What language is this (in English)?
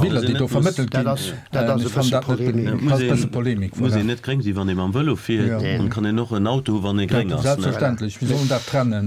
Luxembourgish